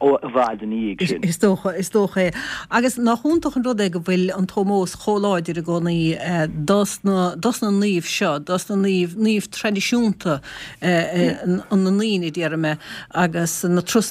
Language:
Irish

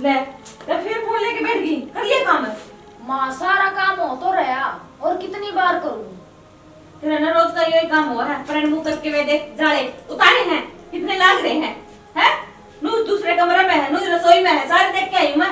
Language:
Haryanvi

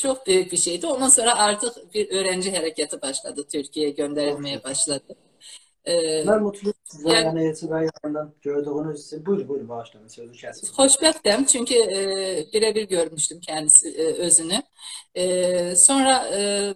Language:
South Azerbaijani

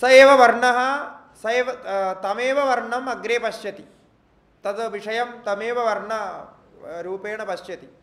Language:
Sanskrit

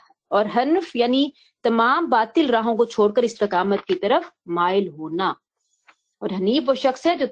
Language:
Urdu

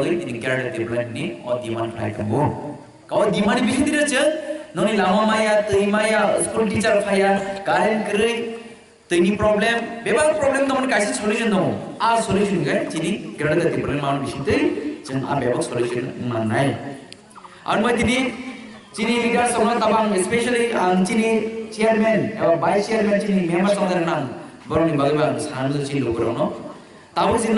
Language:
Kok Borok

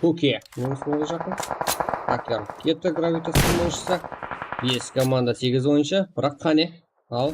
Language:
Kara-Kalpak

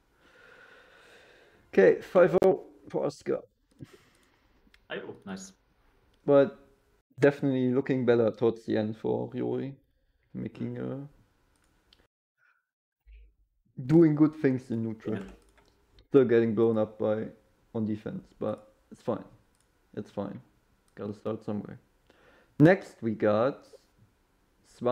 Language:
English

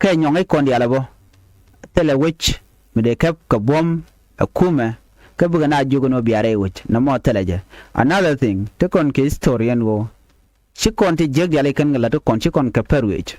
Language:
Nuer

